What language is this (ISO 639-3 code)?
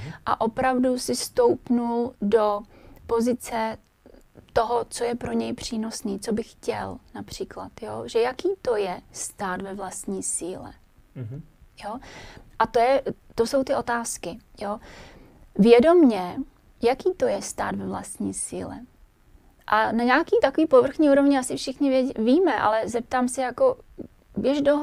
ces